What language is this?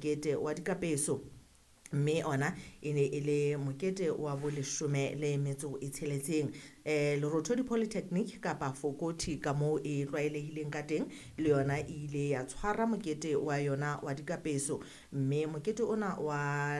Southern Sotho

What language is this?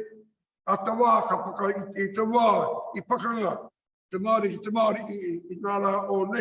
Māori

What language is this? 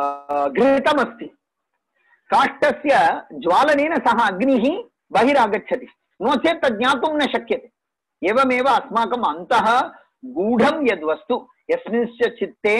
Sanskrit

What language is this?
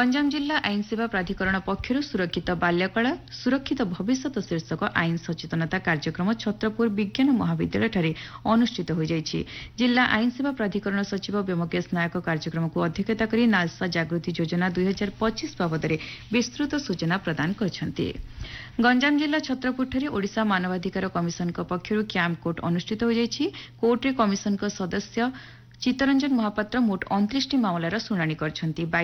Odia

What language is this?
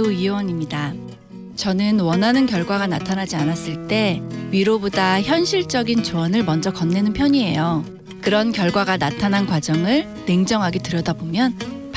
Korean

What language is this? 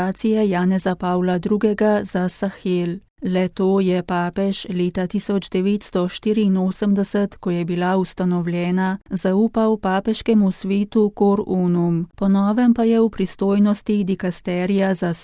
Slovenian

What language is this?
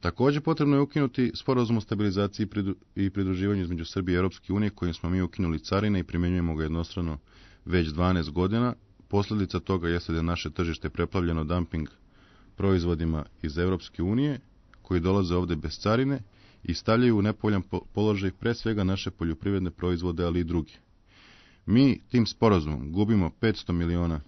Serbian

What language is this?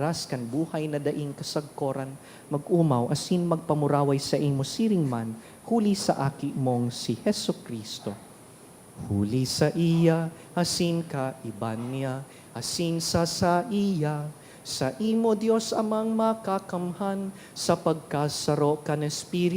Bikol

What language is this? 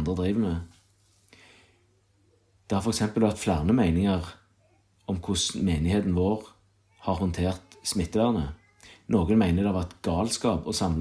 Norwegian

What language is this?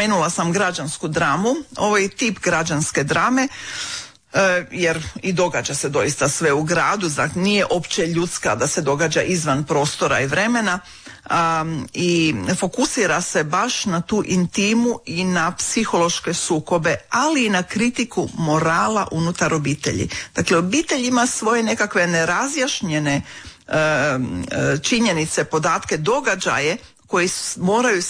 Croatian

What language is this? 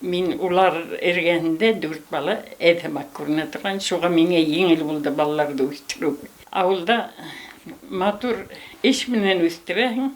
Bashkir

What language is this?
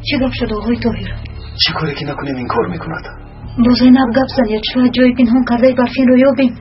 Tajik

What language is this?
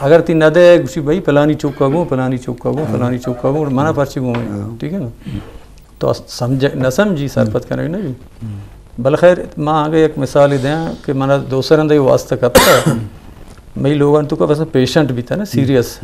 Eastern Balochi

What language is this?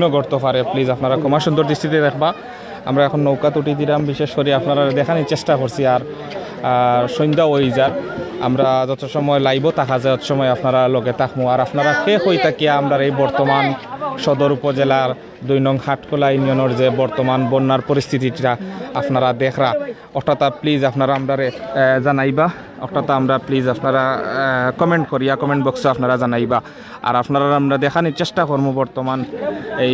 Sylheti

